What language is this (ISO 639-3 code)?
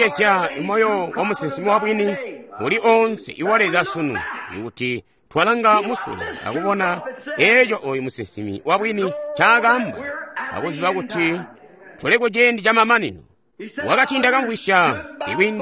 toi